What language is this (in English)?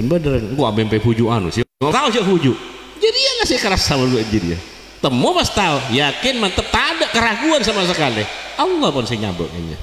Madurese